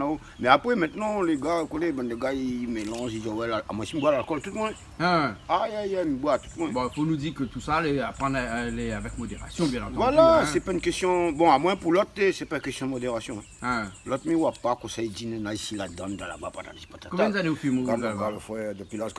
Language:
Réunion Creole French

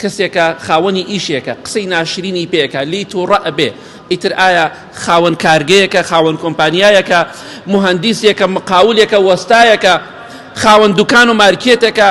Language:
Central Kurdish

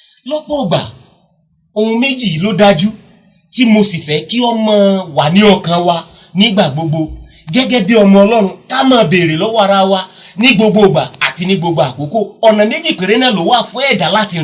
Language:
Yoruba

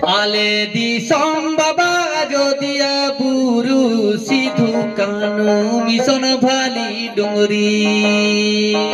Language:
Santali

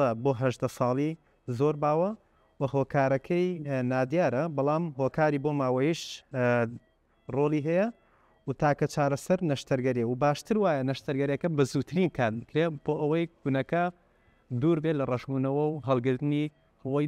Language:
Central Kurdish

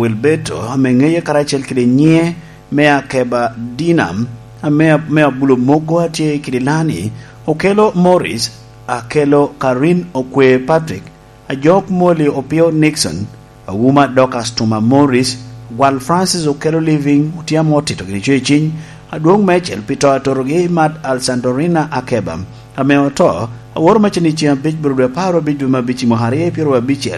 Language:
Lango (Uganda)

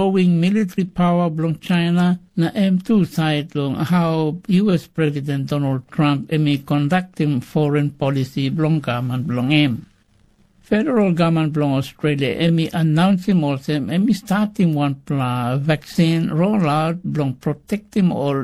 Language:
Tok Pisin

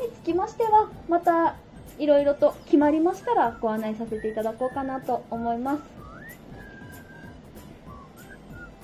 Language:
Japanese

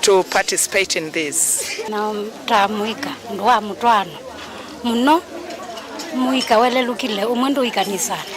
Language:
Kamba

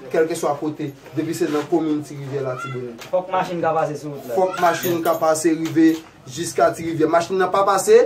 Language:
Haitian Creole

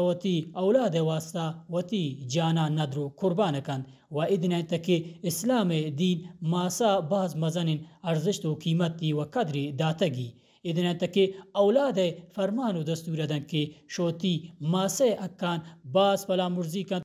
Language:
Baluchi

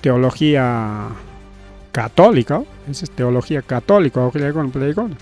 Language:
Ayacucho Quechua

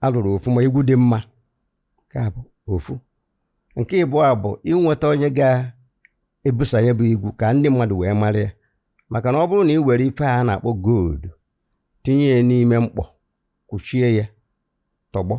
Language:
Igbo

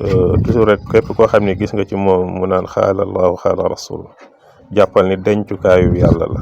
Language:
Wolof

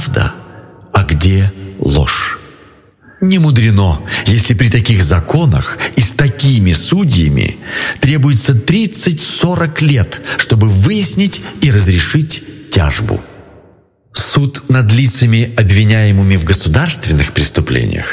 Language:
Russian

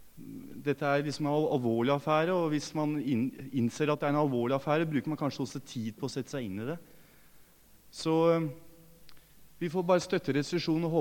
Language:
Norwegian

